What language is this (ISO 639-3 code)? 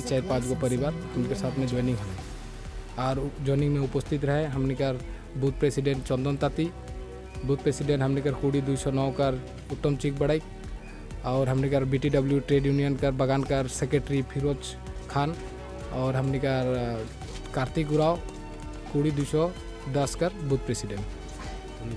sck